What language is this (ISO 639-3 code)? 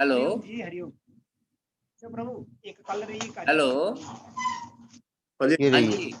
doi